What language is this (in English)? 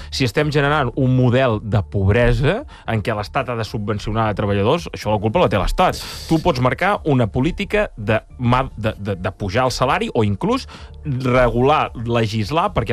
Catalan